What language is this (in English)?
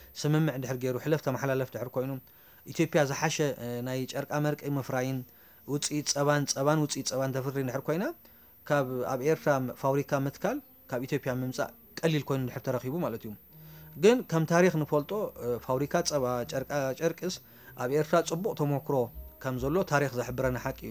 Tigrinya